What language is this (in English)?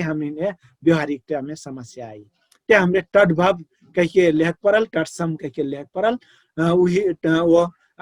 Dangaura Tharu